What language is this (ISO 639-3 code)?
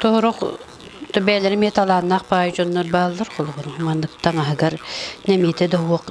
sah